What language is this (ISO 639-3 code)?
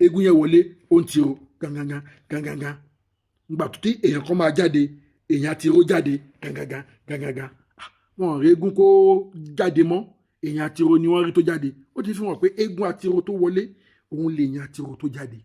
yor